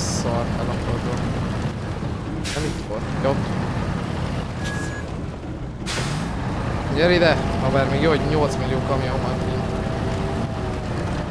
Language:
Hungarian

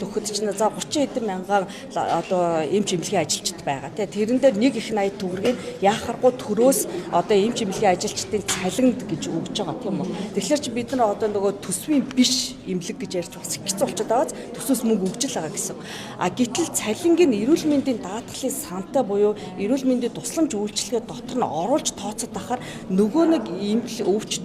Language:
Mongolian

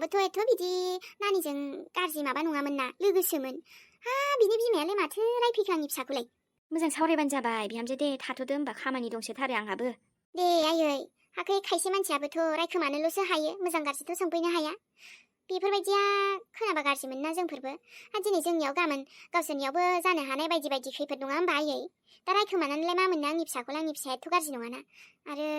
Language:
Bodo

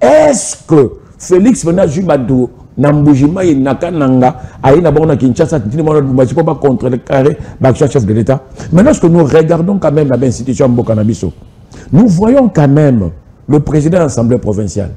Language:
Lingala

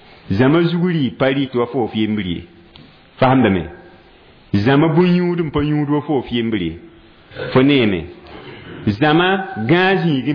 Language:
Mossi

